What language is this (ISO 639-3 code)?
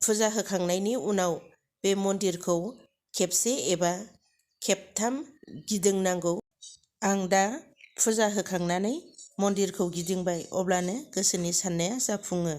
brx